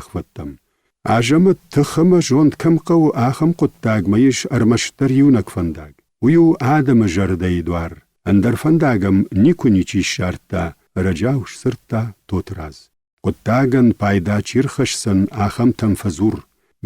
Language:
Ossetic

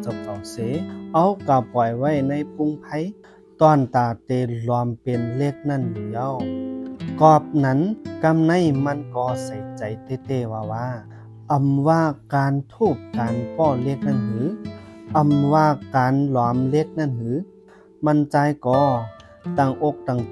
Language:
Shan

